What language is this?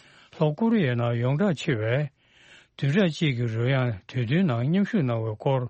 Tibetan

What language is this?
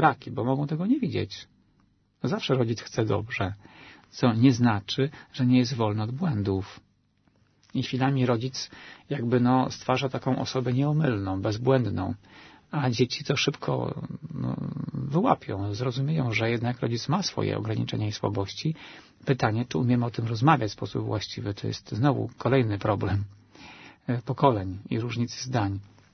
Polish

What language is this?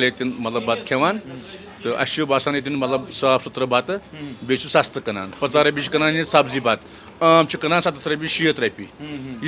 Kashmiri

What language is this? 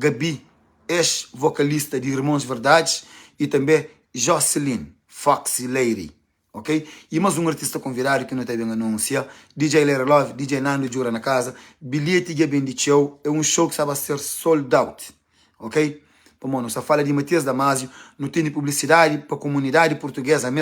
Kabuverdianu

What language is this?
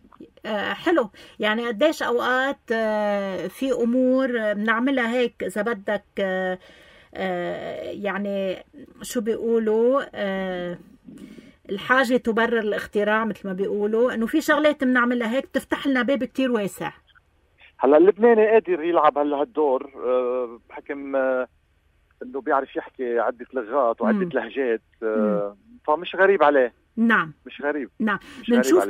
North Levantine Arabic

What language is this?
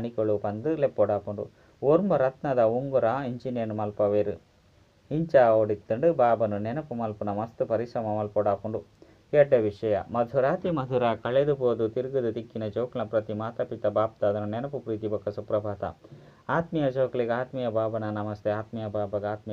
Tulu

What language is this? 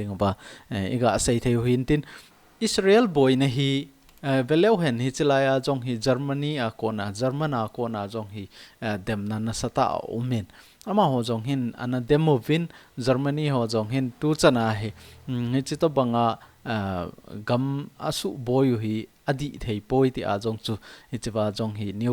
Thado Chin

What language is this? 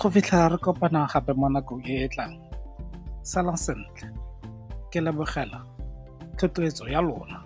Tswana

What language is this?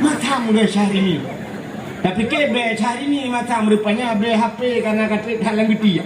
Achinese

